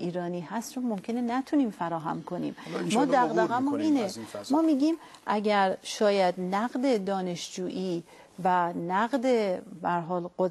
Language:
Persian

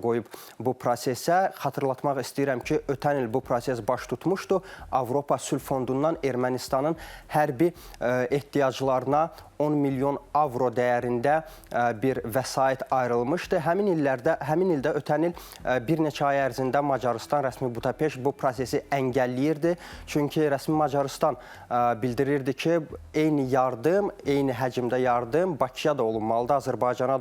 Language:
Azerbaijani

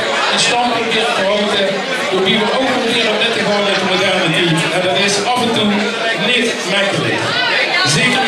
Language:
Limburgish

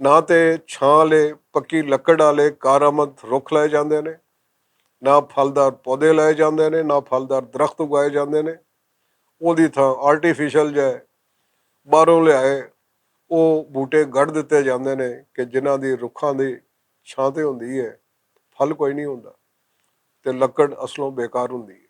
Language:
Western Panjabi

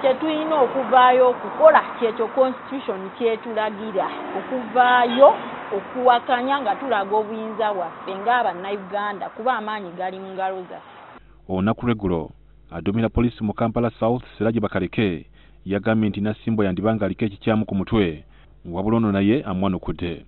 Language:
Ganda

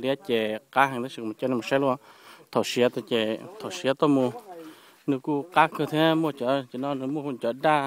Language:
Hmong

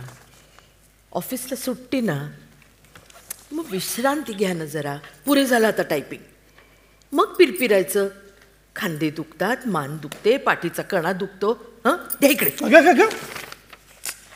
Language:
Marathi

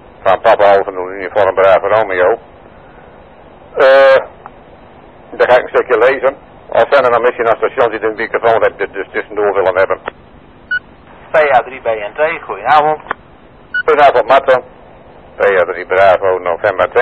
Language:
Dutch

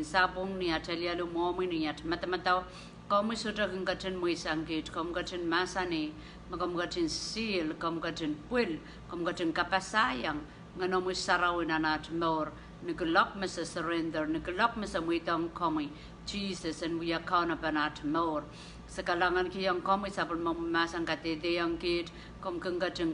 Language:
Pohnpeian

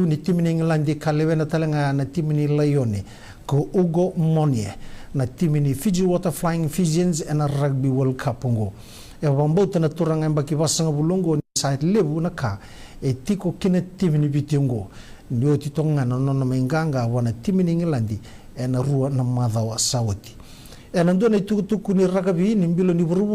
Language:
Fijian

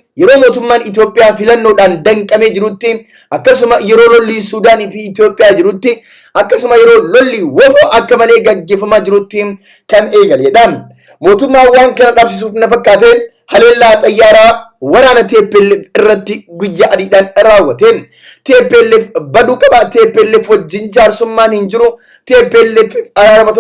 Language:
Oromo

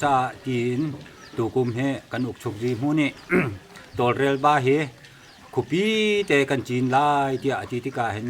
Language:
Hakha Chin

